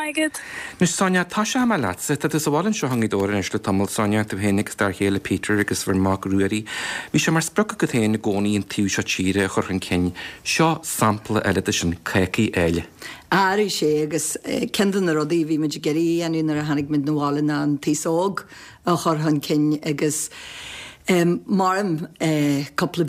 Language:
Irish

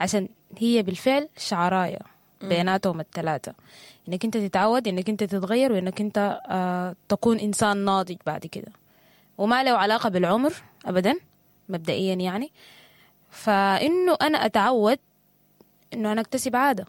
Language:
Sudanese Arabic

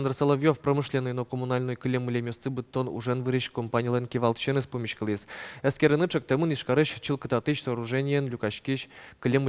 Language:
Udmurt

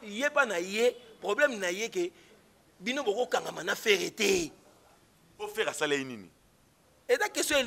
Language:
Lingala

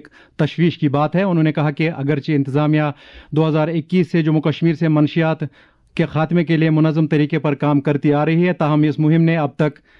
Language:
Urdu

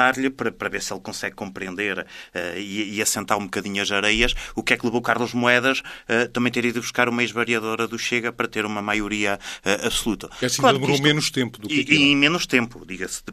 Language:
Portuguese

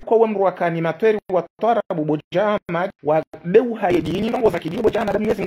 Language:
Ngazidja Comorian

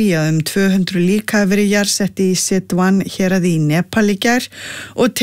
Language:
Icelandic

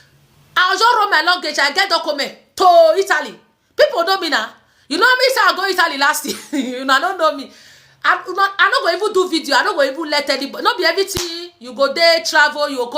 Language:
Nigerian Pidgin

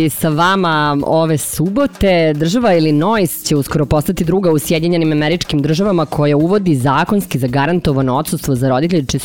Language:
Serbian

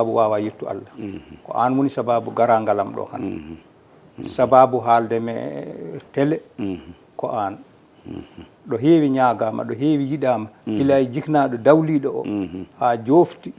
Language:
Fula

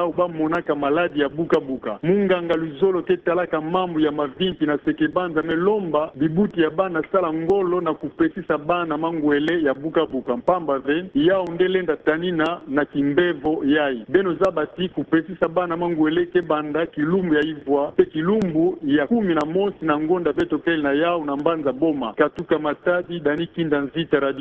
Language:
Kituba (Democratic Republic of Congo)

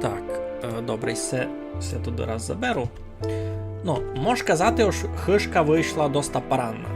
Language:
Rusyn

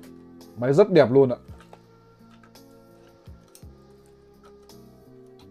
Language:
Vietnamese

